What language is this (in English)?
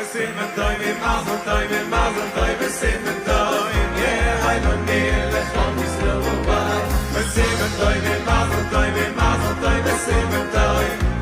Yiddish